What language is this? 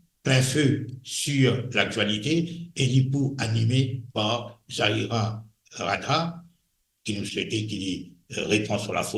Morisyen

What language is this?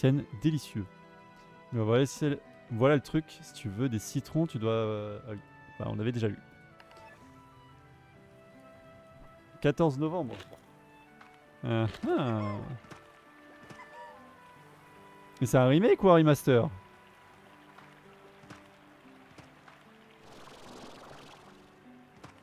French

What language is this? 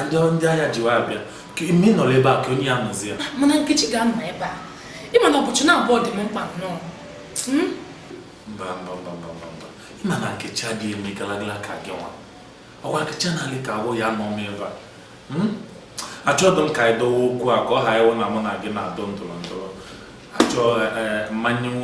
Igbo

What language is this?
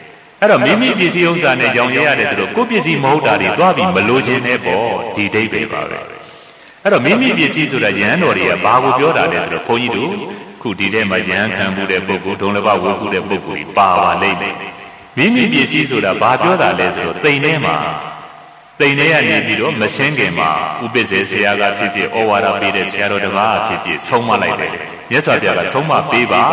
Burmese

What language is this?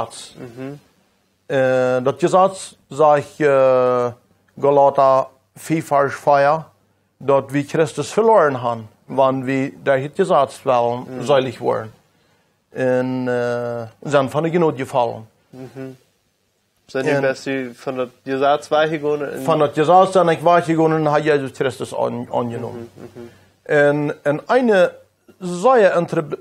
Plautdietsch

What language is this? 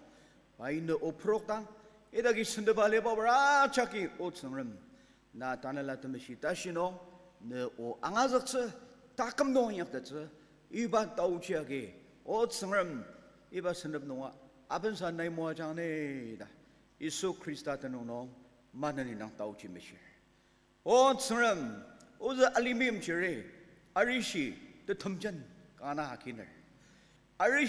Ao Naga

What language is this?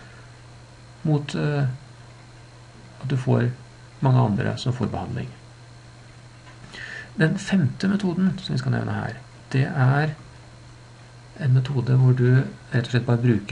Norwegian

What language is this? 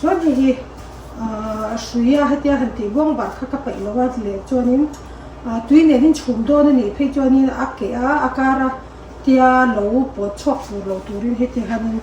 Mizo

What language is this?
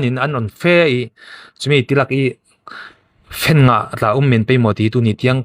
Falam Chin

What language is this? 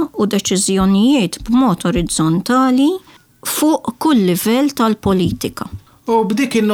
Maltese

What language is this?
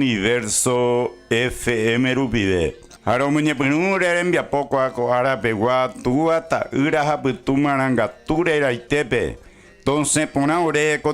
Guarani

